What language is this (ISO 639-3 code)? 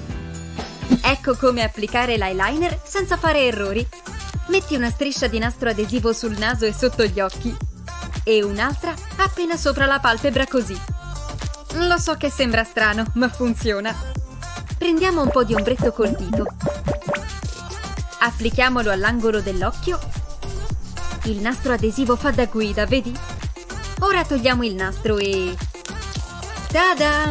ita